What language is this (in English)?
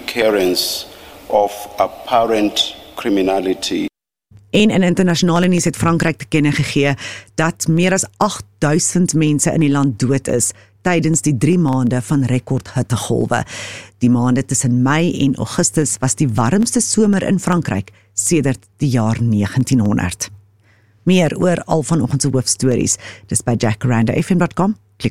Afrikaans